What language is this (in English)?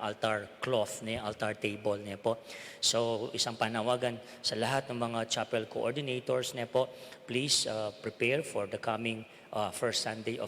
Pampanga